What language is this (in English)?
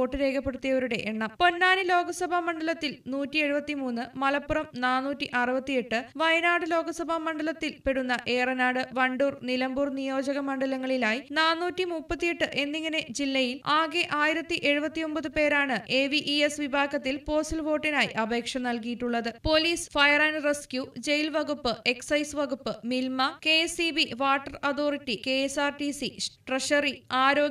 Malayalam